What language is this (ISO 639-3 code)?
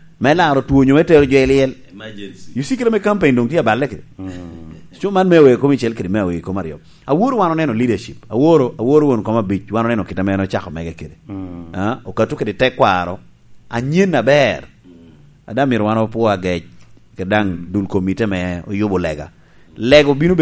laj